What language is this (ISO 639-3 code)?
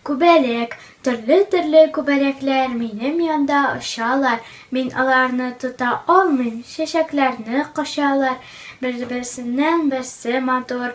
tat